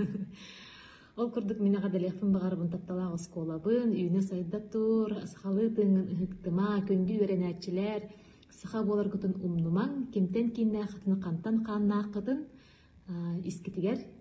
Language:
Yakut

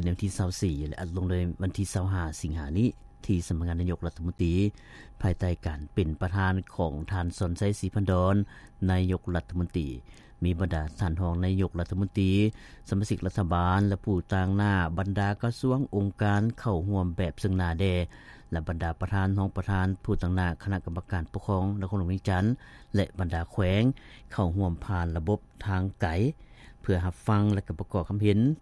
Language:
Lao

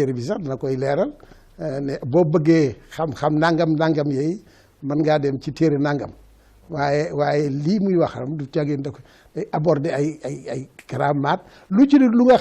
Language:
Wolof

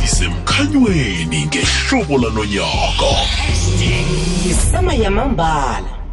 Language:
South Ndebele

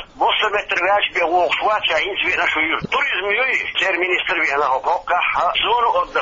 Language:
Chechen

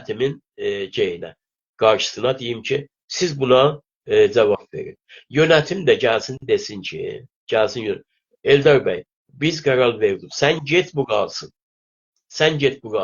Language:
South Azerbaijani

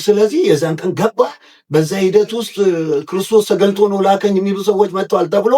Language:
Amharic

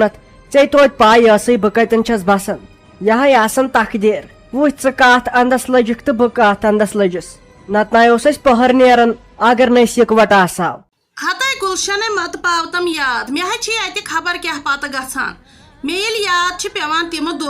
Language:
Kashmiri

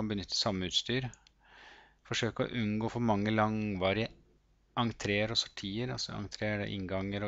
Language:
Norwegian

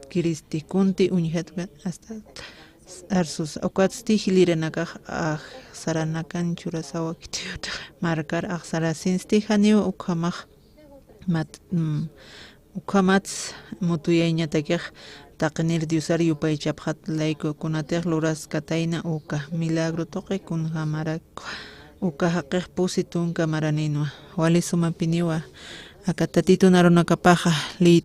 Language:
Aymara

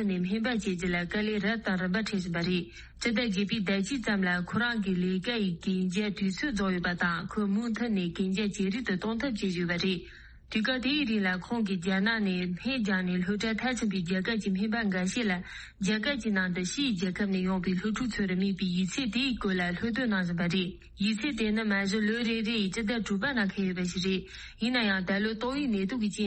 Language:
Tibetan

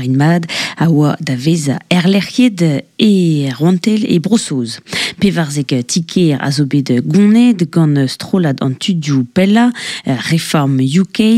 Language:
Breton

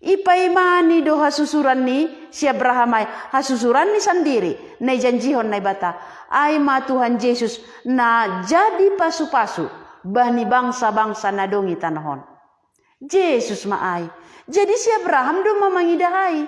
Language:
Batak Simalungun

